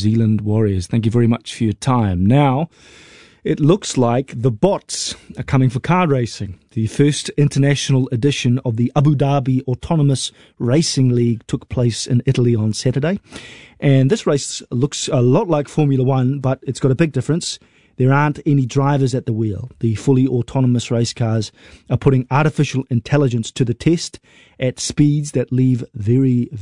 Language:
English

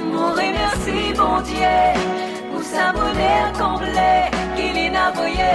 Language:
Morisyen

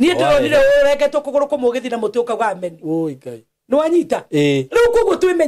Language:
Kikuyu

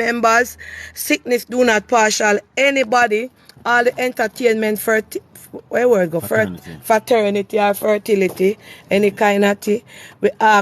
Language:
Jamaican Creole English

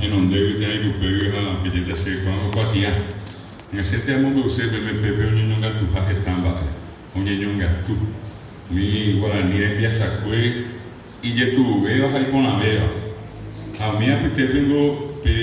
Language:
Guarani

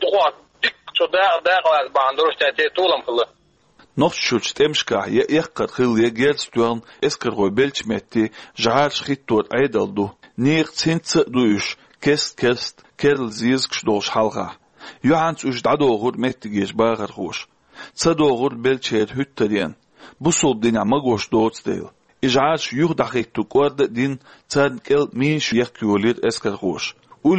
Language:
Chechen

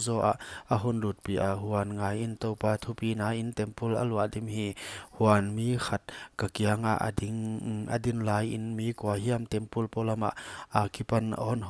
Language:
Paite Chin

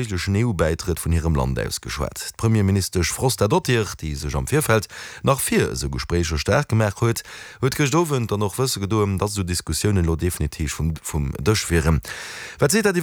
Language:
Luxembourgish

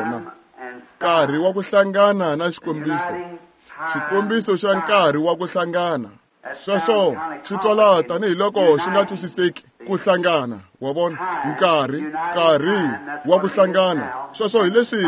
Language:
Tsonga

